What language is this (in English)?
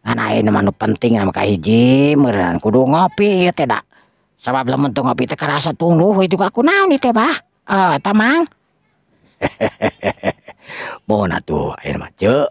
Sundanese